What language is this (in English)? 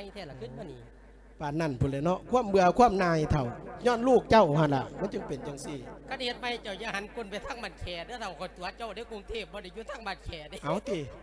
Lao